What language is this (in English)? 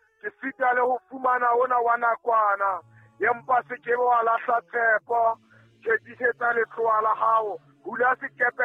Southern Sotho